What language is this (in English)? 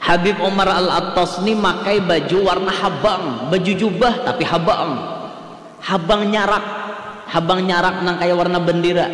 Banjar